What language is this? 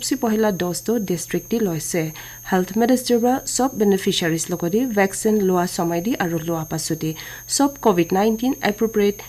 Naga Pidgin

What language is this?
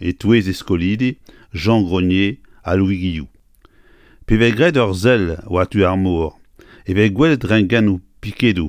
Breton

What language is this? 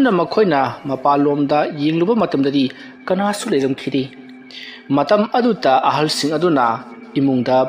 Manipuri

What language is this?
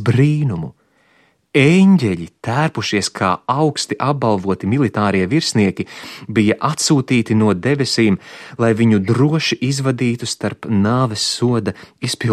Latvian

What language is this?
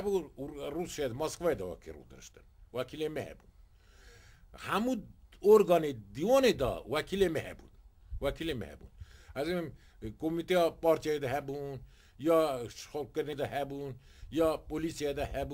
Kurdish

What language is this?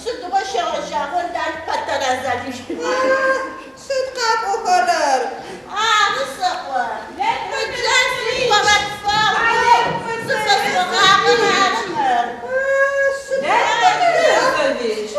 Adyghe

